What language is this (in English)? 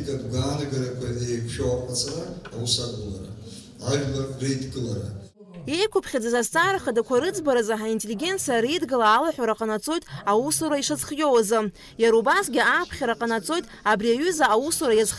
Abkhazian